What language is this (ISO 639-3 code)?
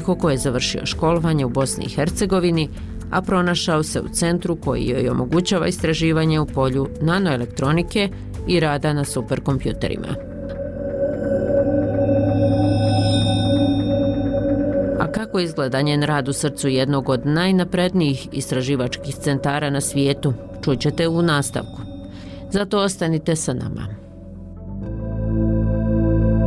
bos